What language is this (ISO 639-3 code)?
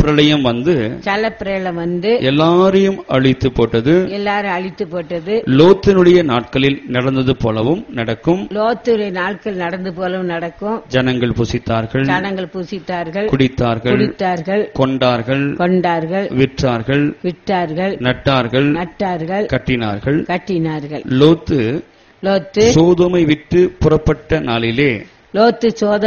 tam